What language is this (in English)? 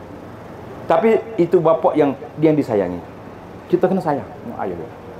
Malay